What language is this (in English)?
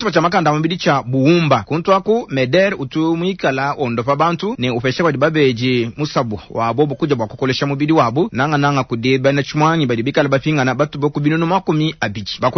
Luba-Lulua